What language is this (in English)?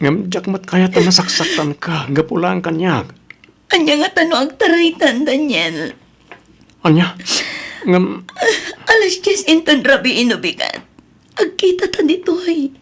Iloko